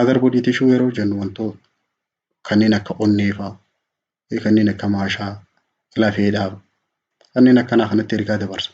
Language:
Oromo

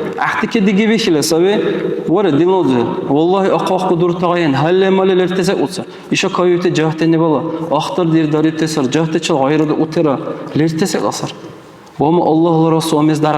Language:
Dargwa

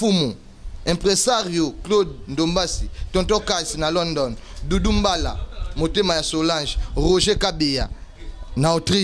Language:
Lingala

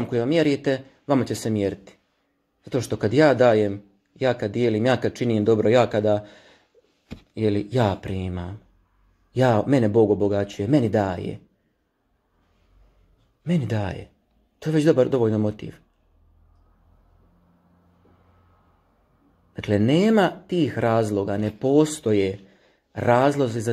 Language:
Croatian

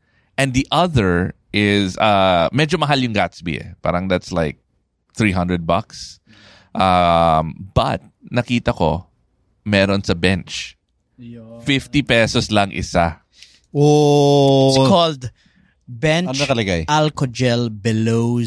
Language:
Filipino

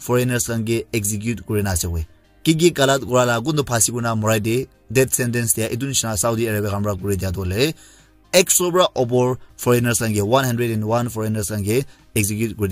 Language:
Naga Pidgin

